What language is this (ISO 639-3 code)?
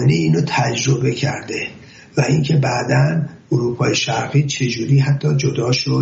fas